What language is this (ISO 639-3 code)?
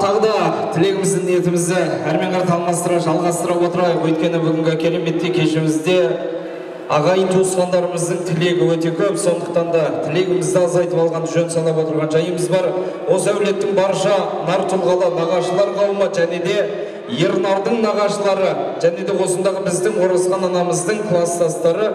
kaz